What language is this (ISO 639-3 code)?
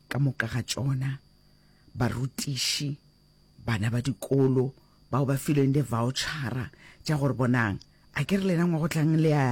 nso